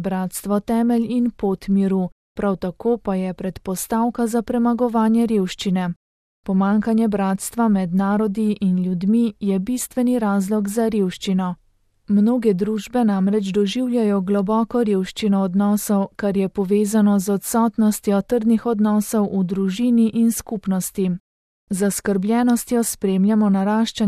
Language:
Slovenian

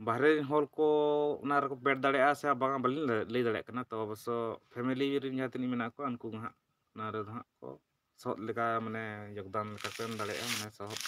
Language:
Santali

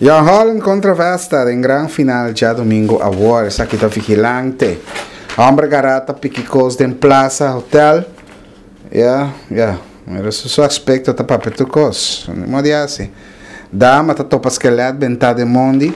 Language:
Papiamento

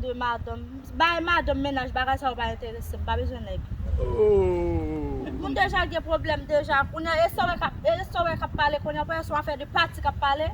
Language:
Haitian Creole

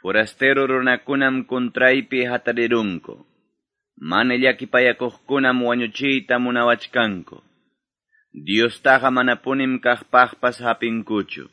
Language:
Quechua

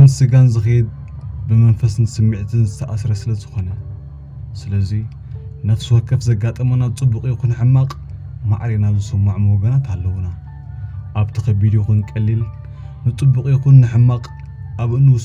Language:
Tigrinya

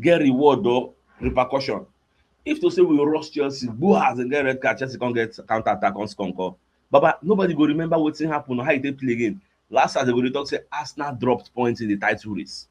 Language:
Nigerian Pidgin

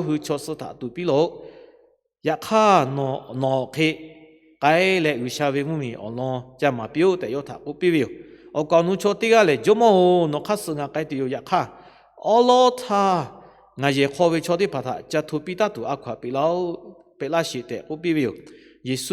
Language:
Lahu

